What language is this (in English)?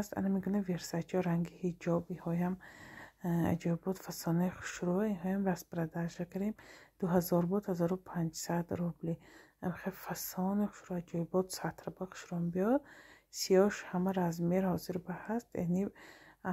Tajik